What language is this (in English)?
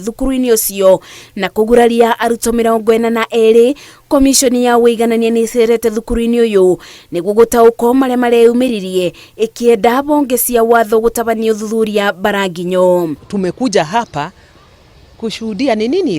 Kikuyu